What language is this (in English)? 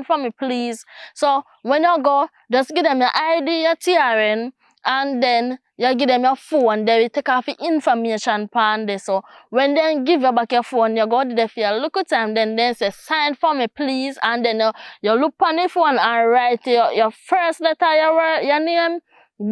Jamaican Creole English